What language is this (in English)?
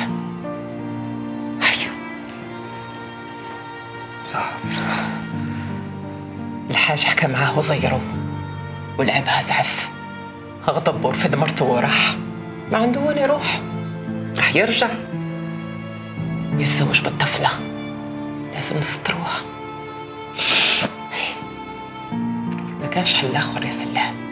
Algerian Arabic